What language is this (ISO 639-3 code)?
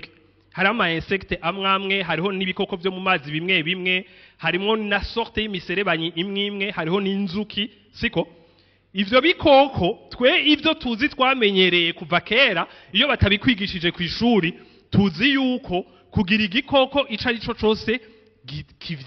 run